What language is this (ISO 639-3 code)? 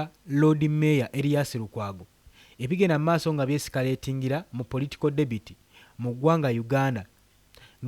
lug